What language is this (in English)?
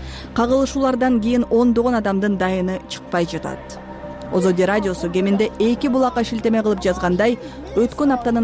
Kyrgyz